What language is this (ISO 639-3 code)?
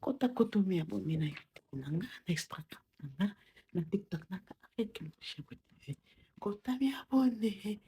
lin